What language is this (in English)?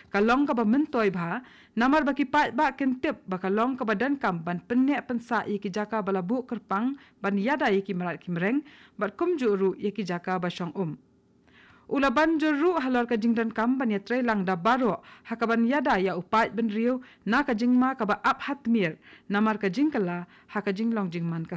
Khasi